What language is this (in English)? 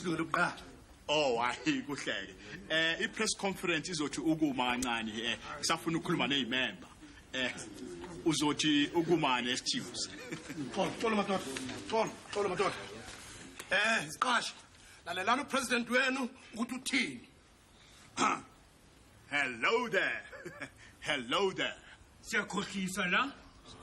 Zulu